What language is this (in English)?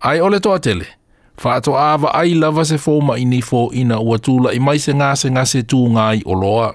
Samoan